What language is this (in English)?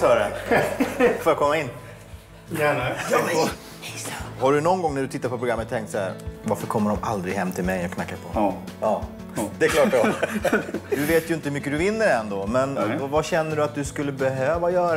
Swedish